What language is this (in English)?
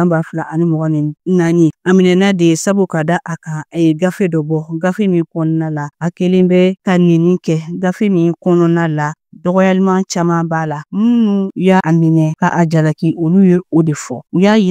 Bambara